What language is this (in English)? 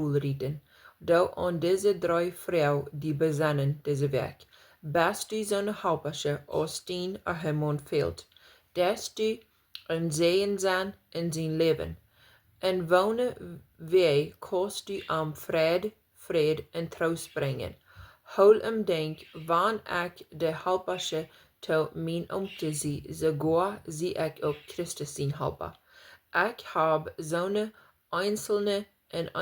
Plautdietsch